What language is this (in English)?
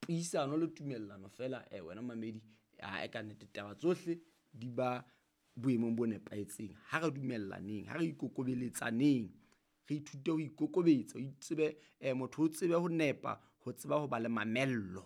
Southern Sotho